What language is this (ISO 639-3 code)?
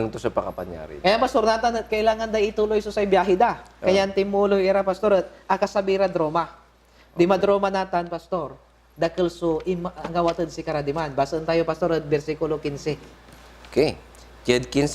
pag